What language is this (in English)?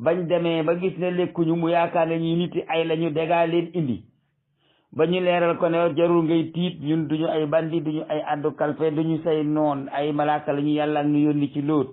Wolof